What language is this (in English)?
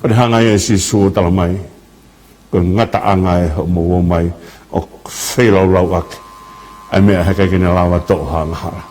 Tongan